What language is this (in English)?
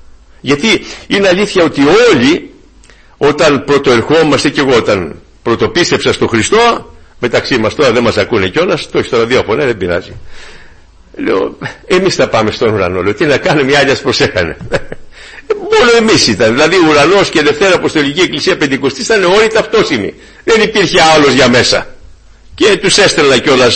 Greek